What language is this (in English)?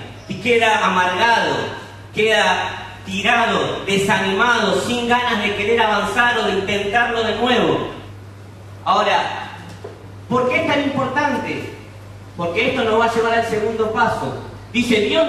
Spanish